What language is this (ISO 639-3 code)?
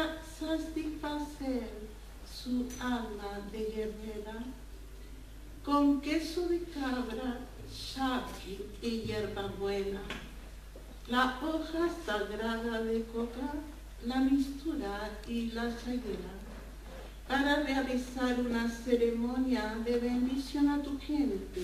spa